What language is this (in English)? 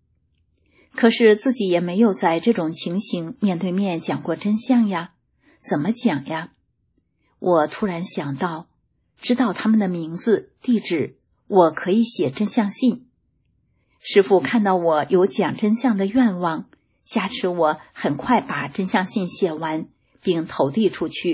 Chinese